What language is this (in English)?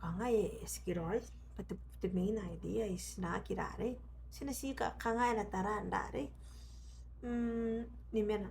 Gilbertese